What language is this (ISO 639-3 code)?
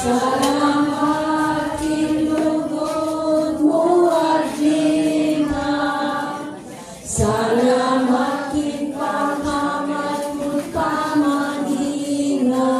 pam